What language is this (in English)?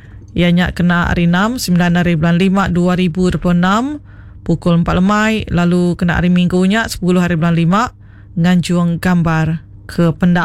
Iban